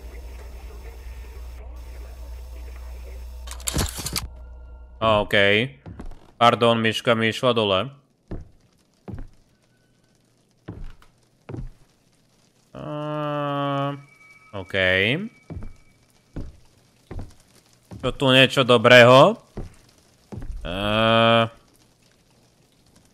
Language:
Slovak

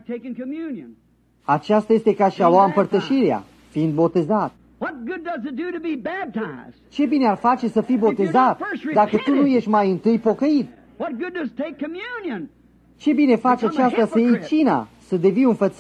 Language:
Romanian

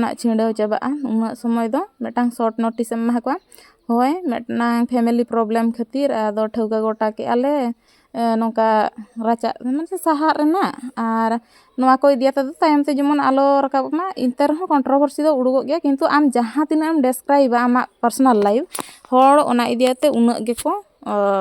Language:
Santali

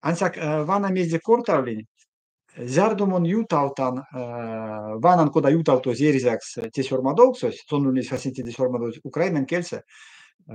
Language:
Erzya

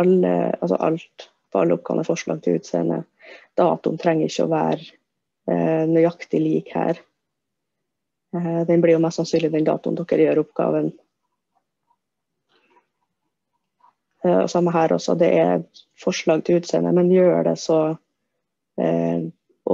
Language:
Norwegian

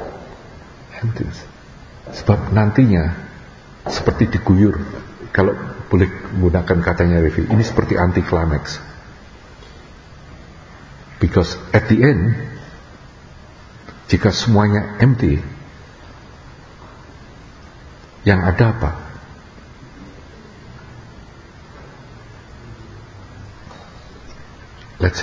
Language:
Indonesian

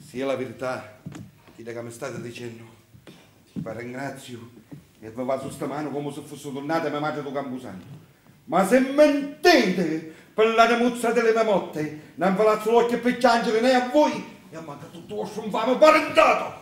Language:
Sicilian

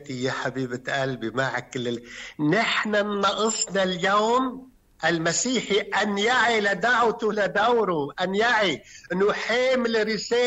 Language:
North Levantine Arabic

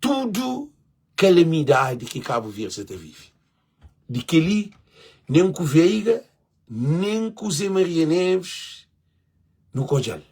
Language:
Kabuverdianu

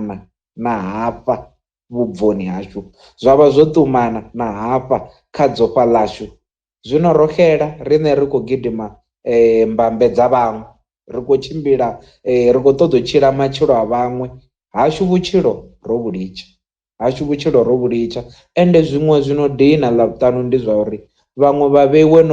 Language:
Venda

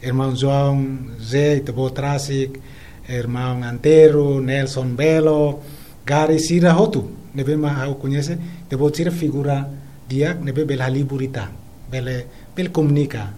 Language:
Tetum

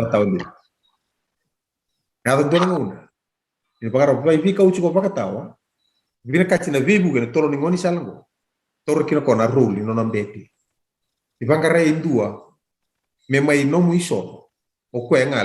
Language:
Fijian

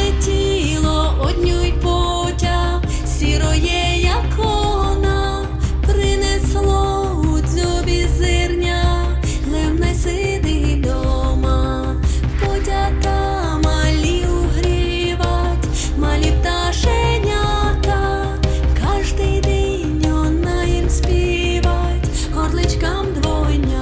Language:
Rusyn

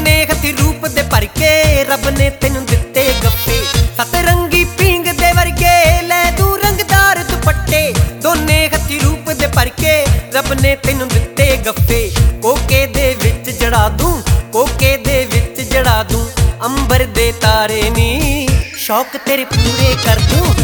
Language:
Punjabi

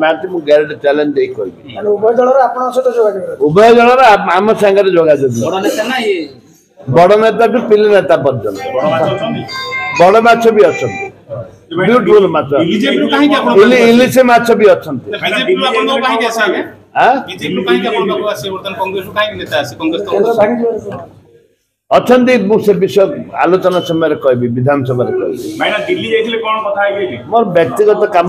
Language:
Odia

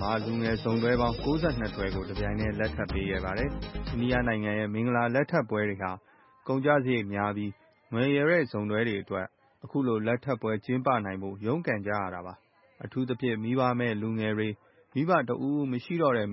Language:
Burmese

